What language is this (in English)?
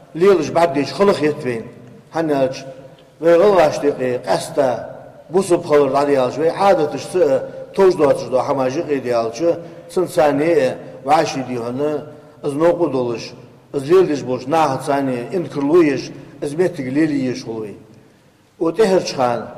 Ingush